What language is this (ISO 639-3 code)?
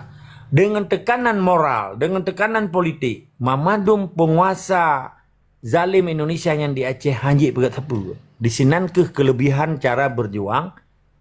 ace